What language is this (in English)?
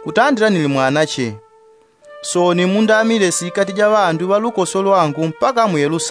Yao